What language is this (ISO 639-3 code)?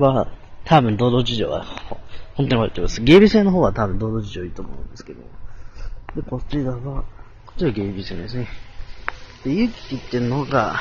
jpn